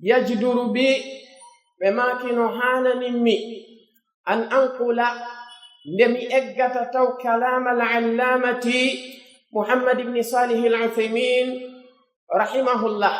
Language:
Pular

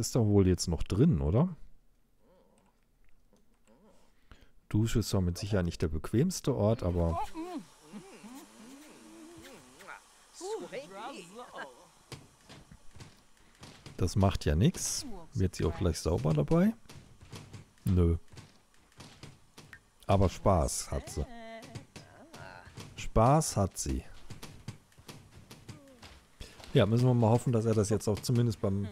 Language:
German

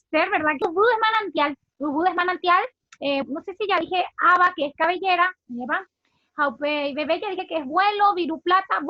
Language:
Guarani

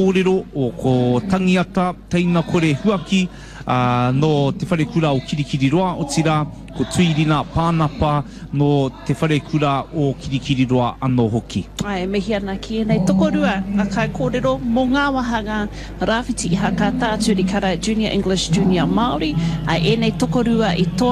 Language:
Māori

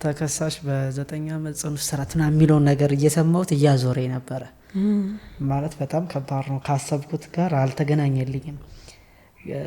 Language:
Amharic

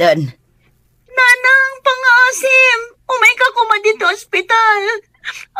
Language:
Iloko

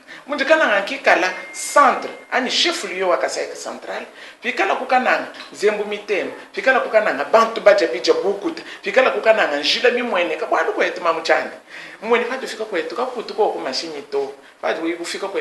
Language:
Luba-Lulua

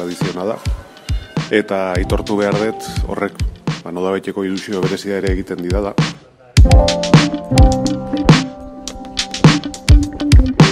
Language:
Basque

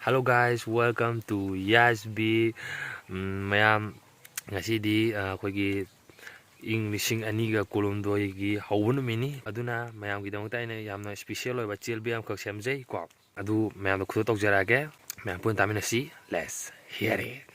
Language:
Manipuri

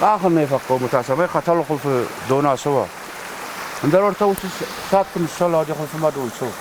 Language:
Ossetic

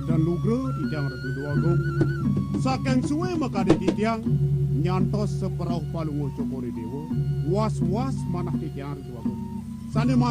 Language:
Balinese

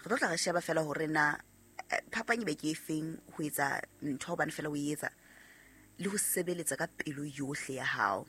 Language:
Southern Sotho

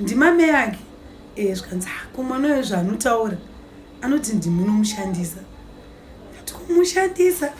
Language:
Shona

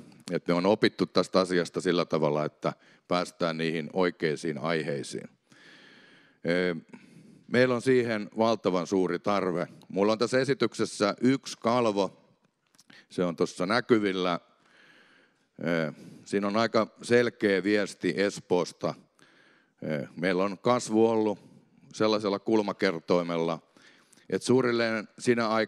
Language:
Finnish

